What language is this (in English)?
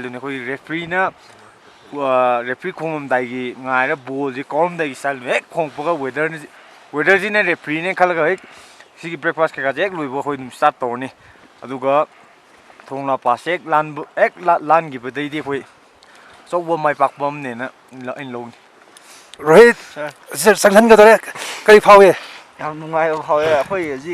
Manipuri